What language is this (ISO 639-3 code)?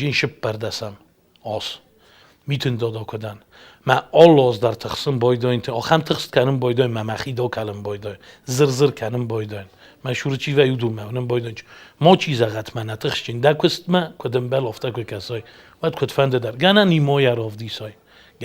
oss